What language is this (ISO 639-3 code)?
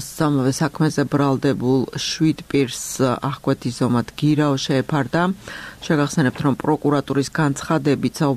kat